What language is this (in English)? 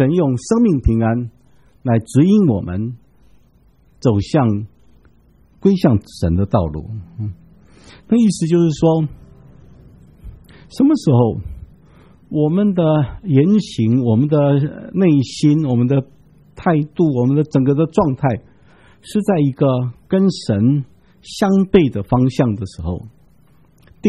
Chinese